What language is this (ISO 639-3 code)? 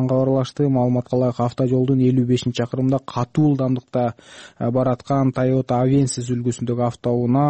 kir